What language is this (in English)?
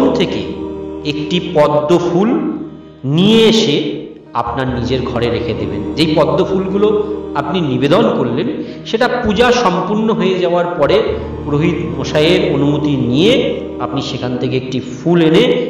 Bangla